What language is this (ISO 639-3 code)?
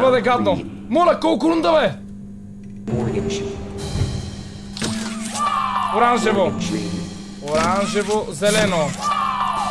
bul